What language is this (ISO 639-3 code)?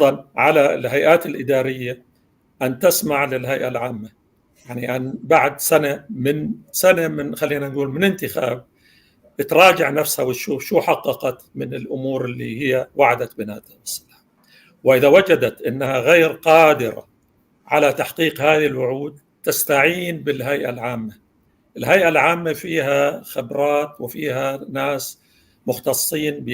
apc